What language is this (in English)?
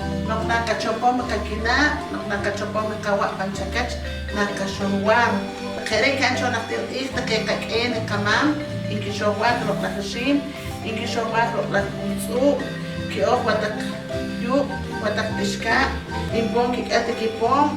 Poqomchi'